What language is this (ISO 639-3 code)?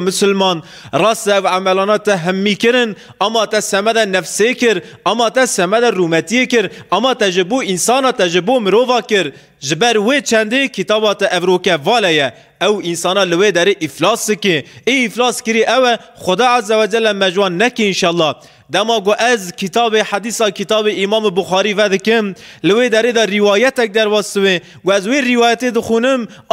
kur